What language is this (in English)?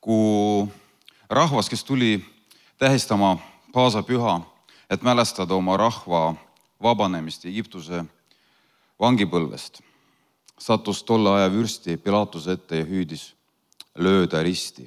Estonian